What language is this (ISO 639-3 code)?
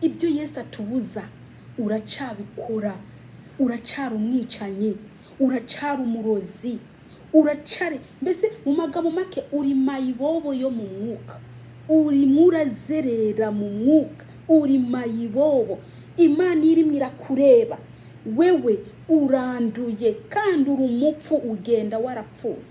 kin